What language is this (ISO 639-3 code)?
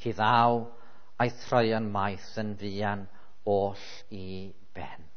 cym